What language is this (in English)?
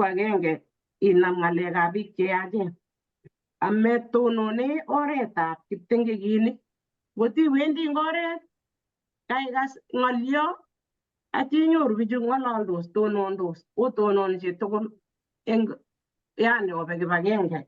Kalenjin